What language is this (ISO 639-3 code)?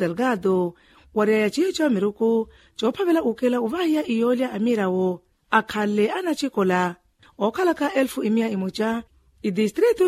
vmw